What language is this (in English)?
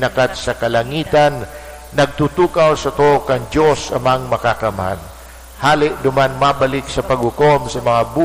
Bikol